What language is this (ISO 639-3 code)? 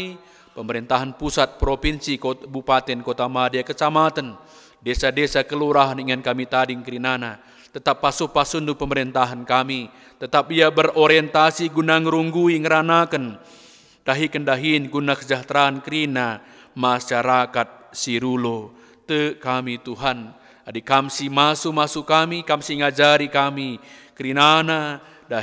btx